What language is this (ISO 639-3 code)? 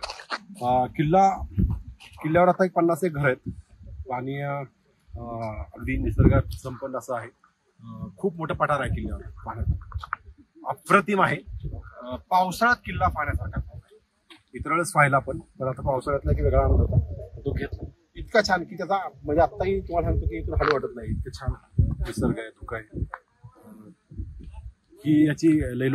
mar